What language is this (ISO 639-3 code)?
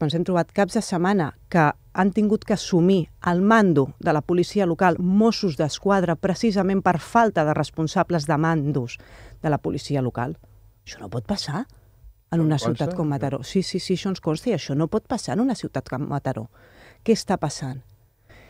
cat